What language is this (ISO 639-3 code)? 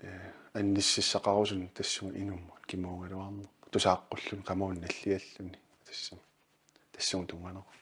kal